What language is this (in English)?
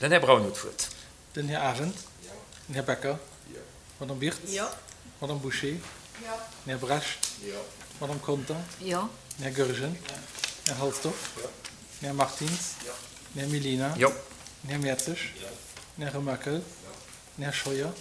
Luxembourgish